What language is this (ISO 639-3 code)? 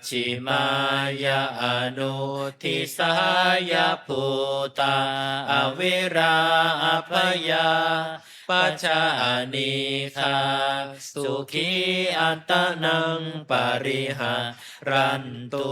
pli